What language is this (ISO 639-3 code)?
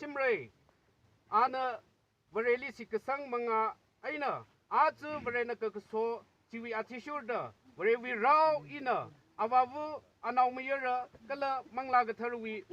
nmf